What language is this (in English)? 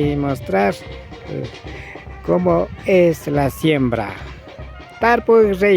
Imbabura Highland Quichua